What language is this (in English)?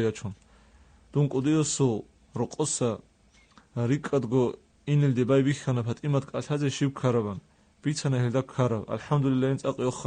Avaric